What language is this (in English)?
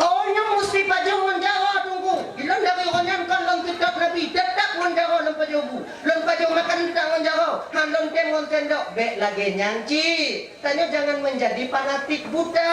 Achinese